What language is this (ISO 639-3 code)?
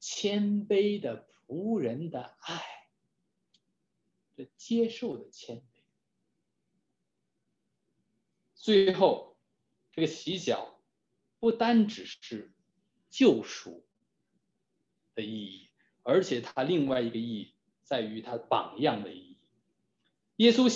zho